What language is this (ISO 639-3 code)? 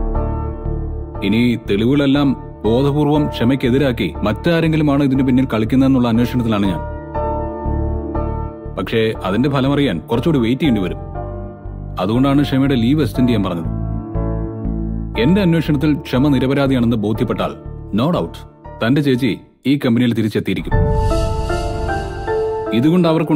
mal